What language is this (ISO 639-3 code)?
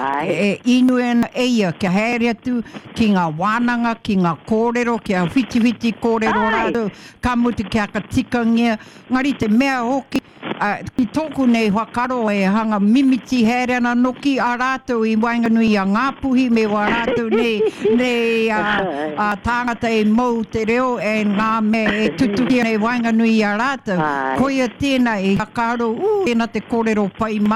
mri